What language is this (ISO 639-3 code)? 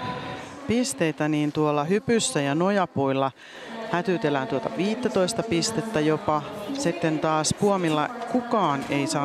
fin